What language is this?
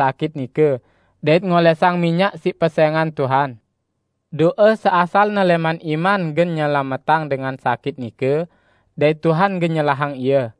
Sasak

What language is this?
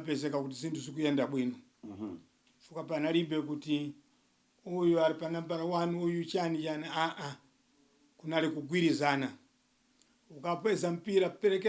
Nyanja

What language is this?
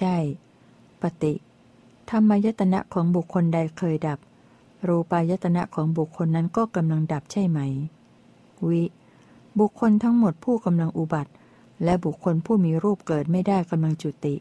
Thai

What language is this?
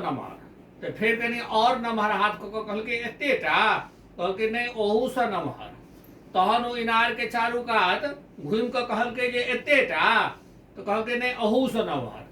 Maithili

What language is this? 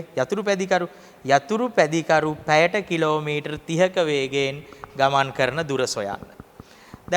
Sinhala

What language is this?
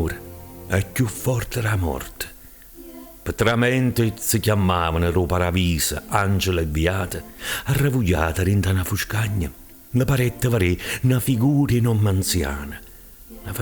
Neapolitan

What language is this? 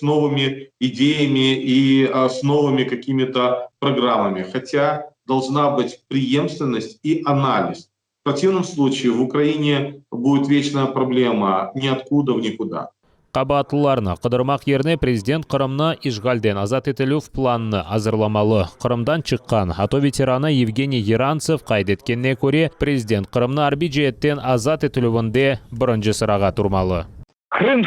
Crimean Tatar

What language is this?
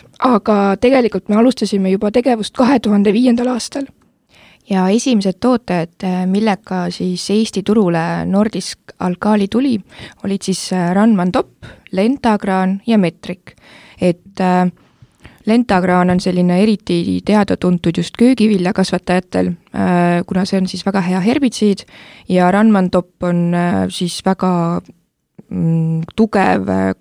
Estonian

